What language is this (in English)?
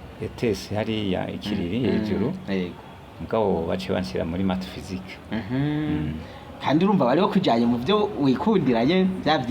Rundi